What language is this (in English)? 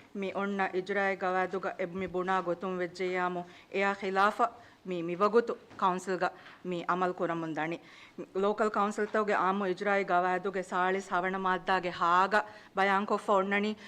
Divehi